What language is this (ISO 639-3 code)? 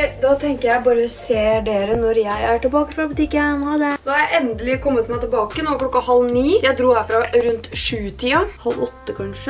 nor